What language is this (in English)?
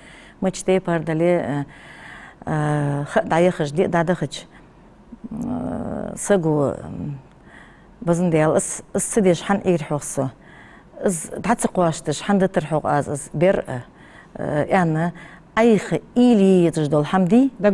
Ingush